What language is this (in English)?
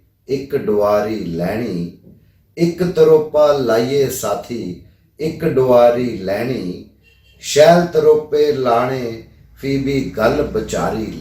Dogri